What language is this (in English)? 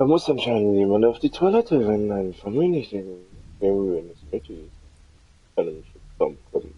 Swiss German